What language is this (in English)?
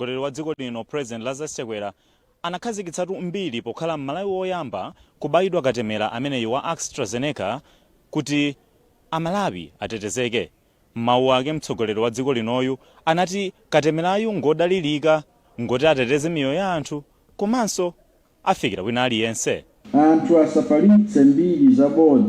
Nyanja